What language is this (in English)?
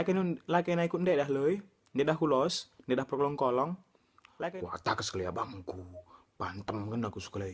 Batak Karo